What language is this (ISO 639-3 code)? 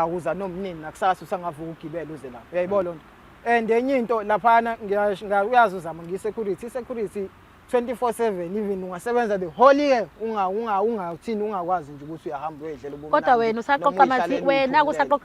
zul